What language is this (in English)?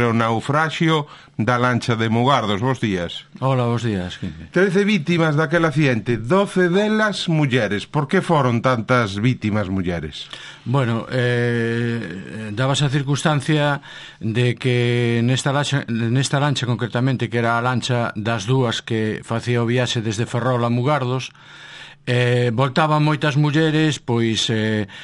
Galician